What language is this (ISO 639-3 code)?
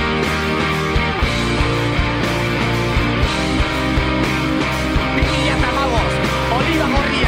eus